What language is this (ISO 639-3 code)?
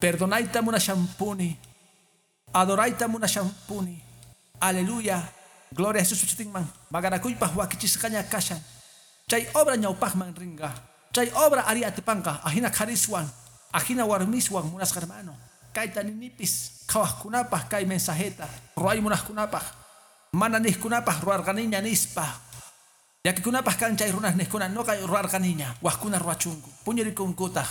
que